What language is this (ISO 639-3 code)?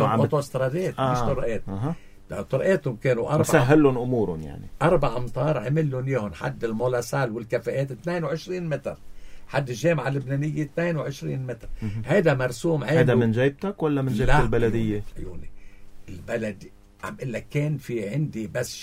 apc